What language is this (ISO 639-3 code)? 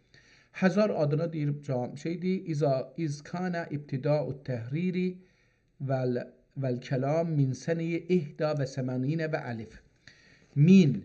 azb